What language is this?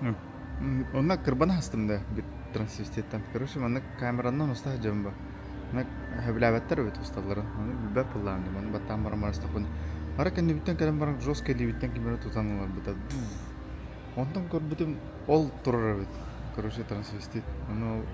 Yakut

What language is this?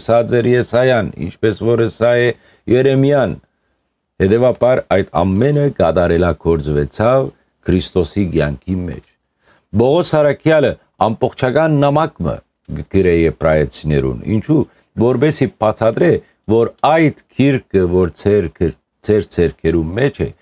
Western Armenian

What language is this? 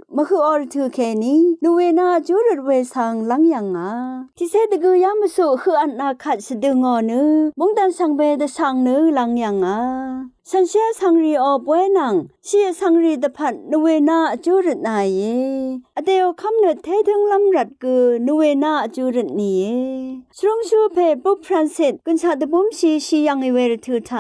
Rawang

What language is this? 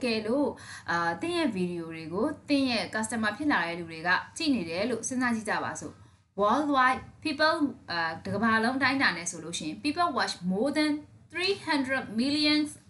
Burmese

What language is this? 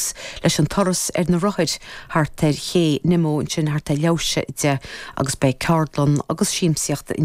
Irish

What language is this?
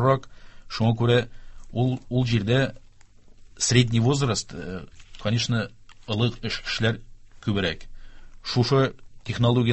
Tatar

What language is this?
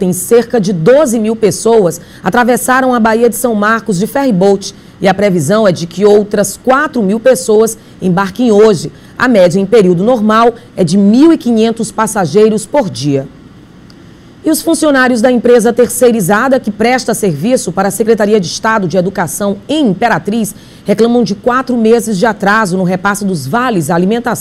Portuguese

